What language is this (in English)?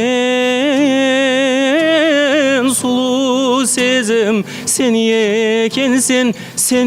Kara-Kalpak